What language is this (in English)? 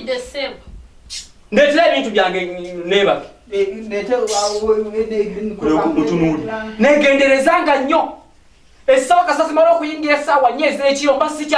Ganda